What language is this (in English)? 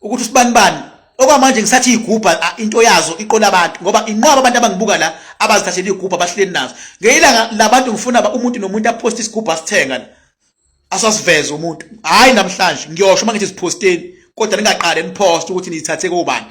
Zulu